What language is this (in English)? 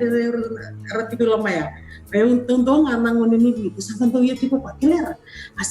Fijian